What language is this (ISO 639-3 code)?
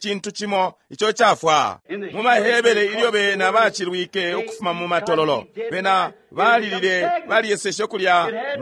bem